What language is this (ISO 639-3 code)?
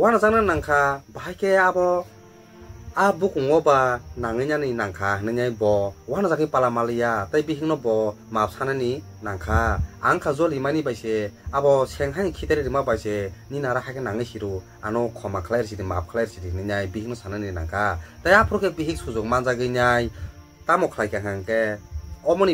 trp